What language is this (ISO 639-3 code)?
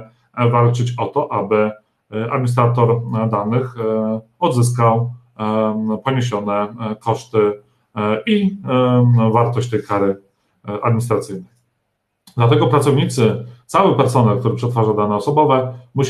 pol